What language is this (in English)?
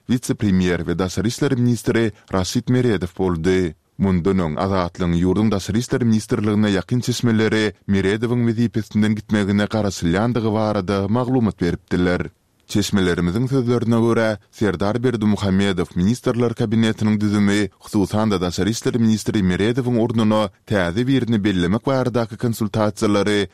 Turkmen